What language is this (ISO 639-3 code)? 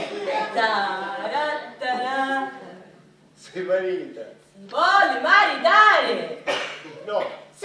scn